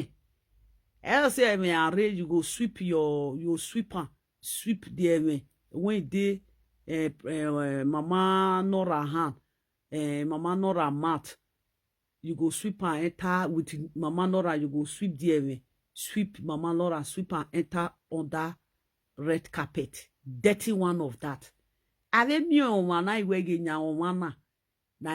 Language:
Nigerian Pidgin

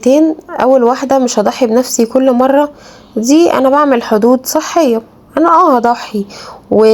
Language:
Egyptian Arabic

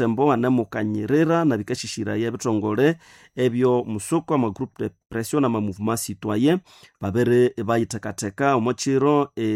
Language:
Nande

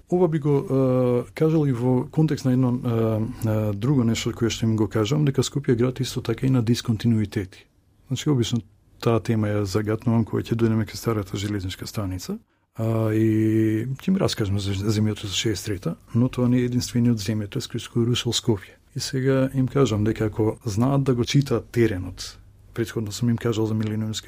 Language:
Macedonian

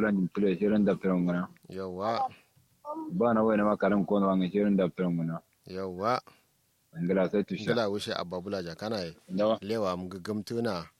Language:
Kanuri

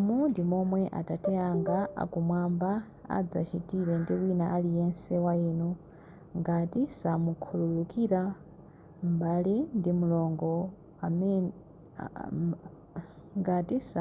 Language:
Nyanja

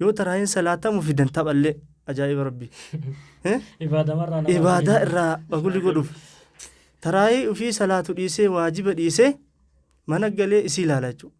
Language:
Oromo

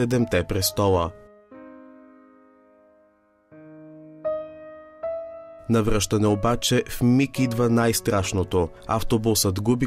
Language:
Bulgarian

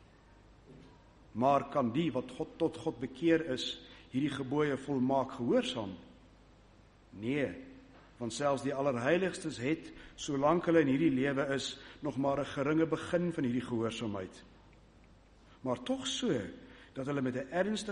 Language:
Afrikaans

